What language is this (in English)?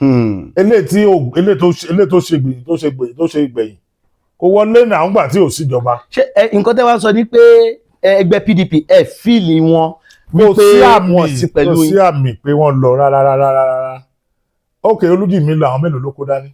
Yoruba